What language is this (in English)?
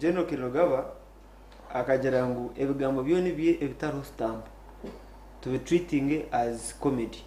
Nyankole